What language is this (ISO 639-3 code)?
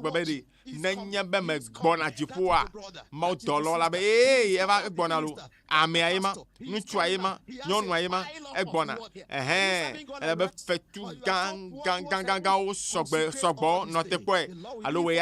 ewe